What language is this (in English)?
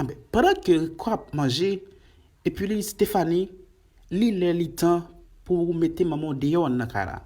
Haitian Creole